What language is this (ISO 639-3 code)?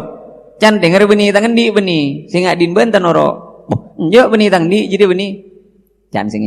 mad